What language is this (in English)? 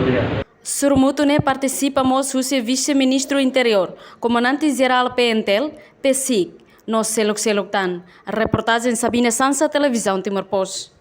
Tetum